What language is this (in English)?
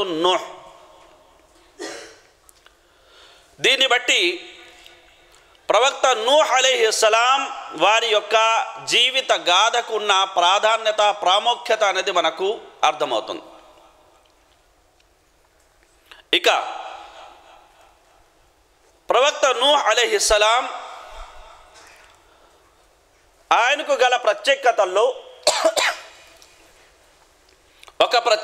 Telugu